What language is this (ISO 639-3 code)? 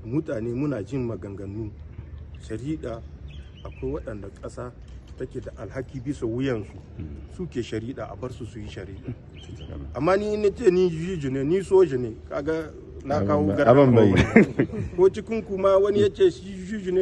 hau